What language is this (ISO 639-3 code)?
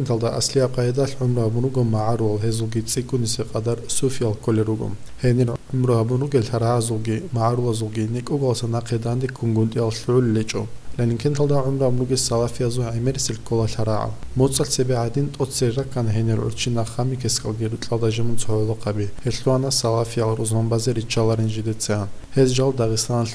ava